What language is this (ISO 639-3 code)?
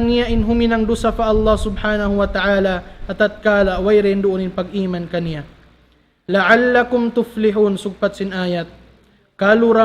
tsg